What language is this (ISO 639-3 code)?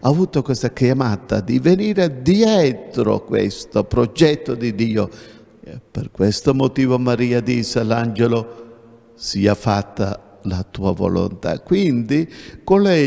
ita